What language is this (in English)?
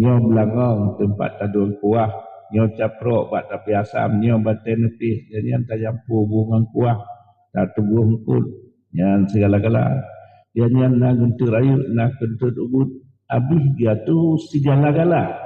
Achinese